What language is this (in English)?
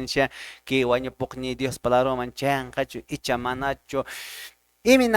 Quechua